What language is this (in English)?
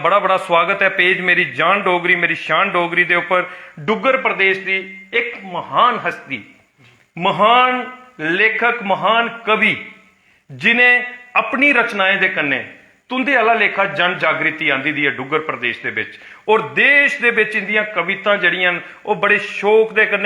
Dogri